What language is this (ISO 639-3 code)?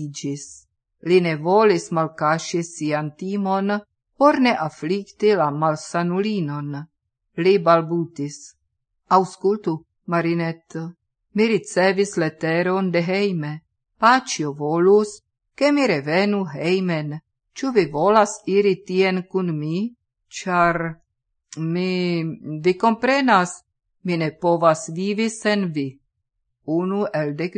epo